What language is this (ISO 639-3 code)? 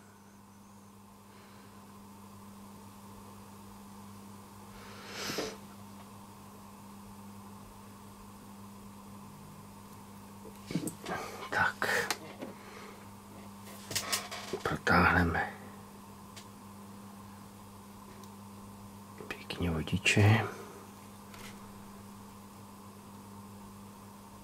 ces